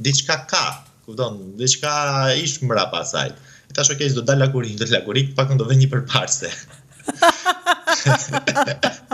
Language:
Albanian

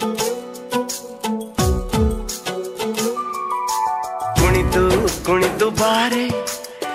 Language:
Kannada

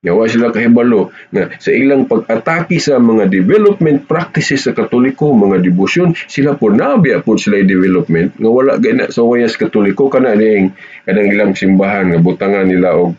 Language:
Cebuano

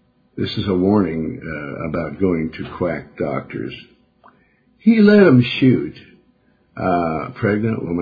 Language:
English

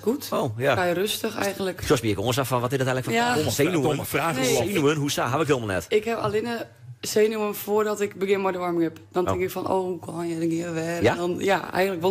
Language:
Western Frisian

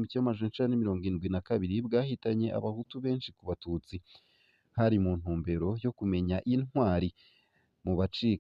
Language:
Rundi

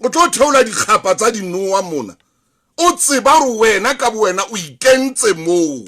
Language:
Southern Sotho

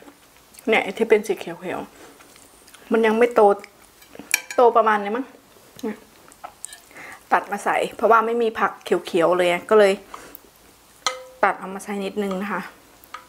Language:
Thai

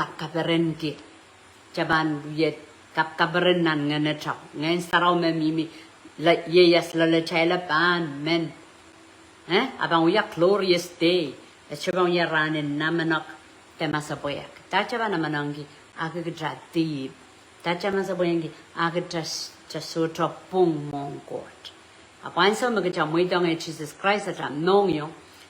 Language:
Pohnpeian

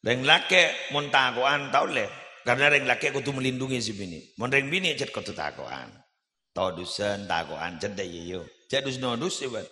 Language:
Madurese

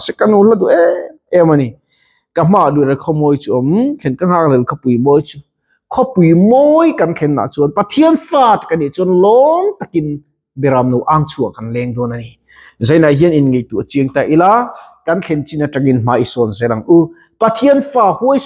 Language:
Mizo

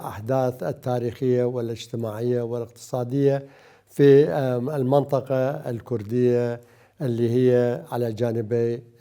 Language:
Mesopotamian Arabic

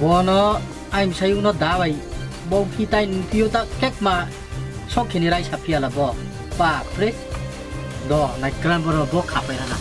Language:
Riang (India)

